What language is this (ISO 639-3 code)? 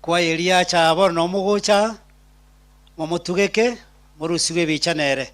guz